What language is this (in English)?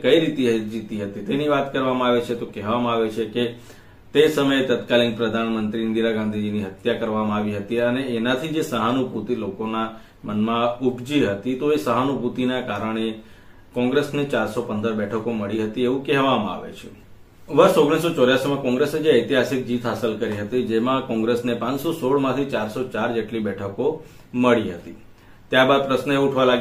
Gujarati